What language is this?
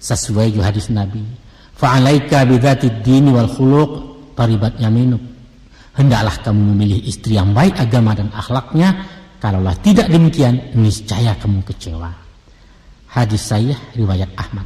Minangkabau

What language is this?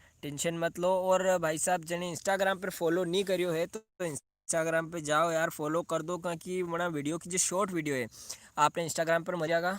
Rajasthani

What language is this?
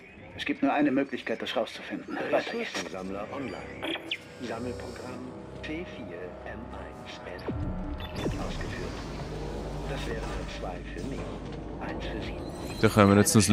Swiss German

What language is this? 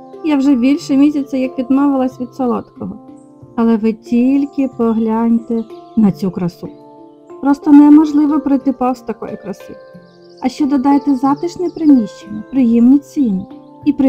Ukrainian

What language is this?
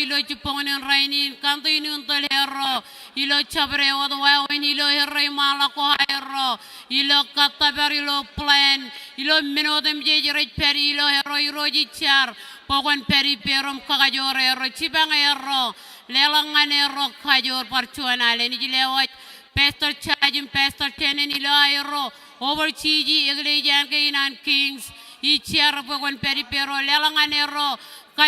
Marshallese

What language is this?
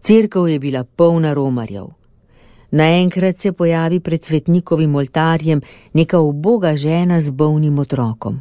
Slovenian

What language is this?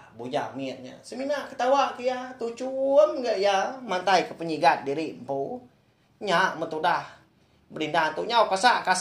Iban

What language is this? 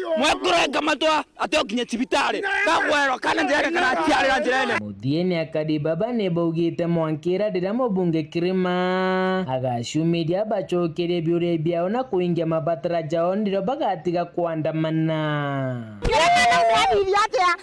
Meru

